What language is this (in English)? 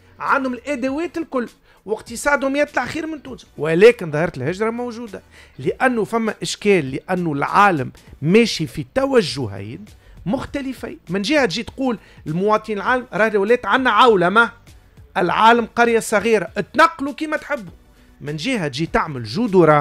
Tunisian Arabic